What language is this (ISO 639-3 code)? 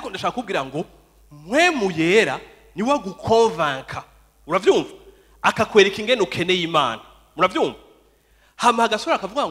run